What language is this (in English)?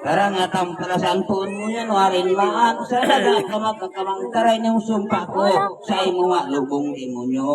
Bikol